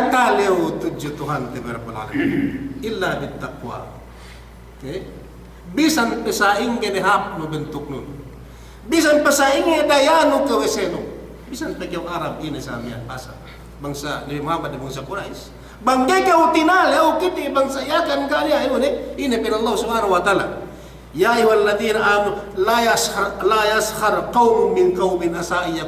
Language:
Yakan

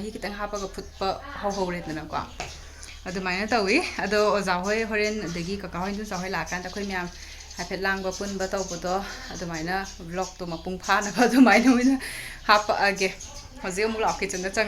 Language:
Manipuri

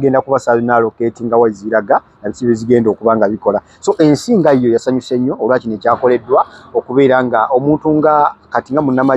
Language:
Ganda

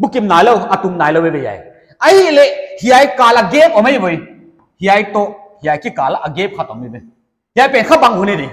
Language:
Paite Chin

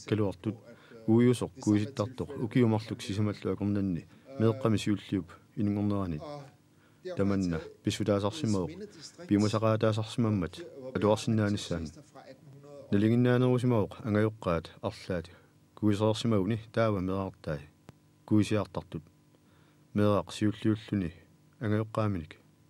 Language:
Kalaallisut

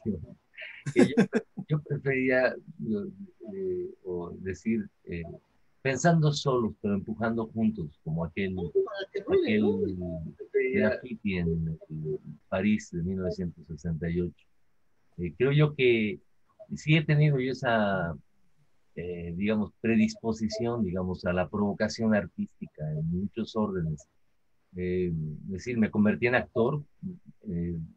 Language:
Spanish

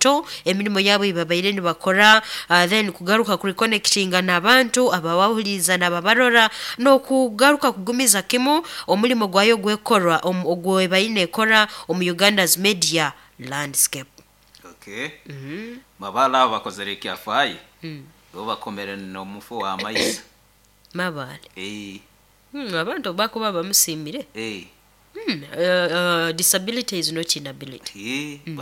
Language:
Nyoro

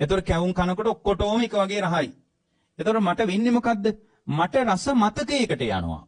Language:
Sinhala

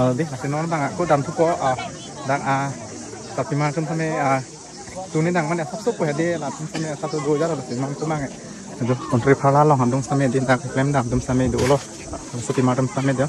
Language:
Karbi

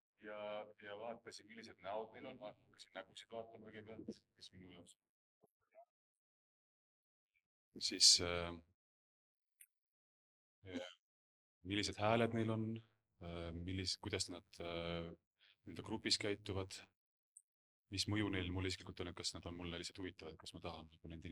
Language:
Estonian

